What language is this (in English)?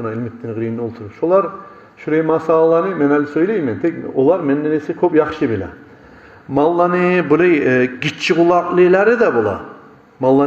Kumyk